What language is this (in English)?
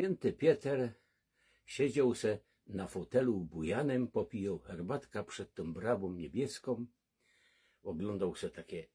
Silesian